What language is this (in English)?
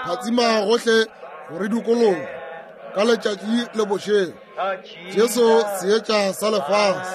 Northern Sotho